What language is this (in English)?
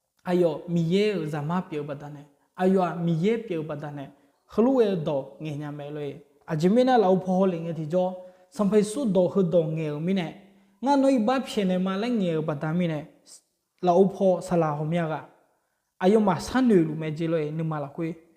Akha